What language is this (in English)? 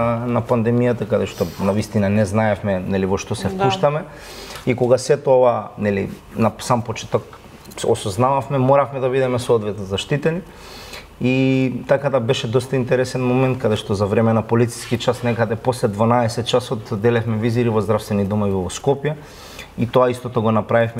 Macedonian